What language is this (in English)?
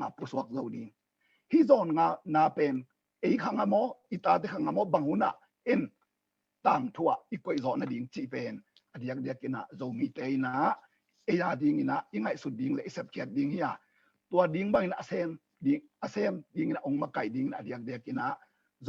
Tedim Chin